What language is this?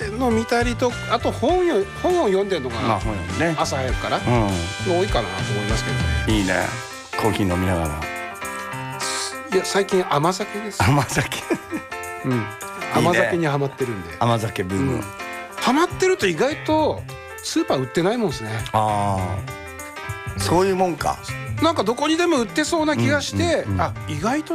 Japanese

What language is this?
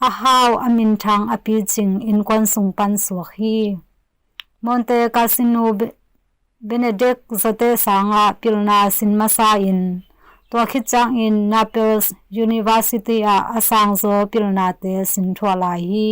Tedim Chin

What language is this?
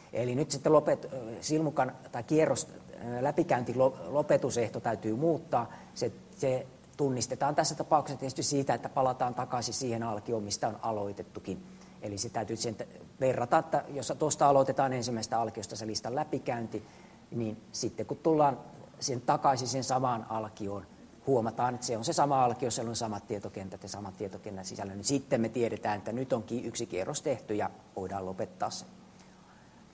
Finnish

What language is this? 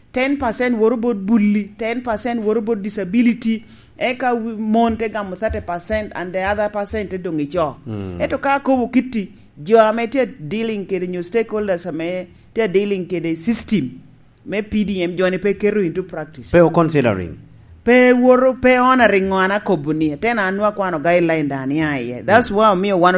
Lango (Uganda)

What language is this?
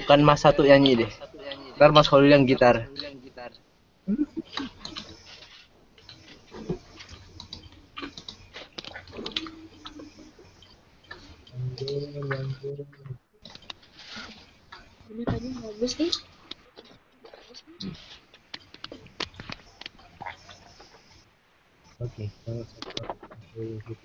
Indonesian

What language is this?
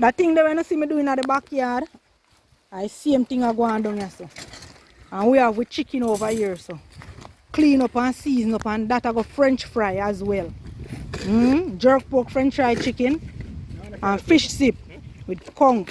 Jamaican Creole English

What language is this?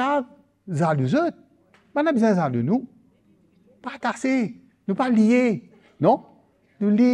Morisyen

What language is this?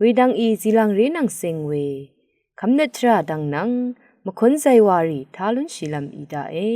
Rawang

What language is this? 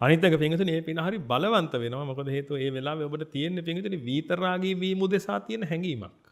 Sinhala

